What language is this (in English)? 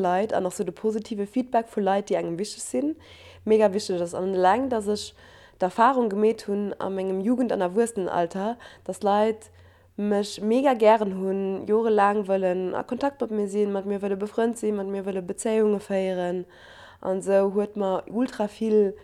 Luxembourgish